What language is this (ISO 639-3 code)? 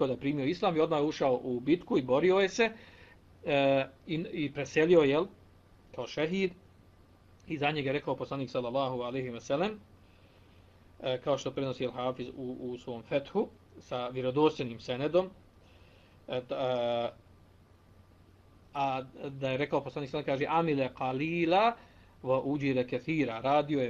bos